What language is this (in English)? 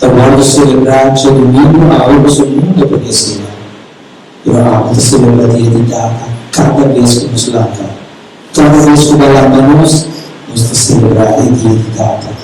Papiamento